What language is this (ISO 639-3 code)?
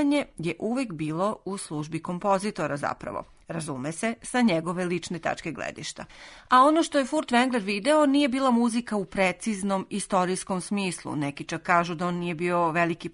srp